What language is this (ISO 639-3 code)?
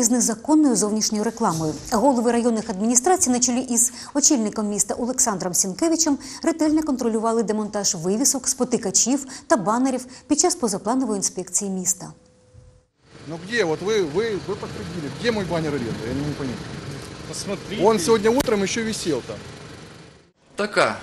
ukr